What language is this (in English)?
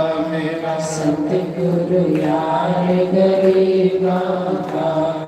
Dogri